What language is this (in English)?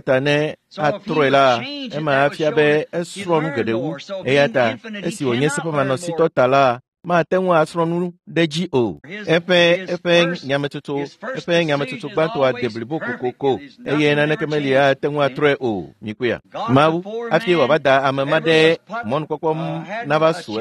Ewe